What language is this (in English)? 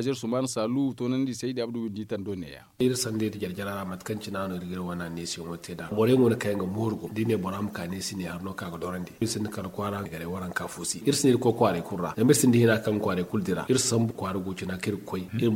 Zarma